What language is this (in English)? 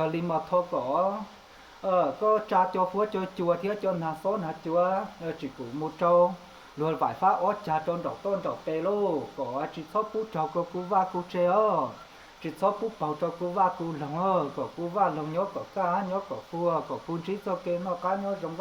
Hmong